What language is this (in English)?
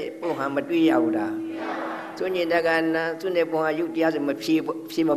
Burmese